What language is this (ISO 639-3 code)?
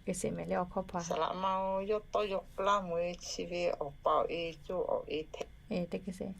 lhu